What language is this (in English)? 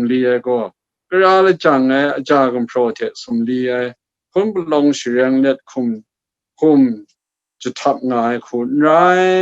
Kachin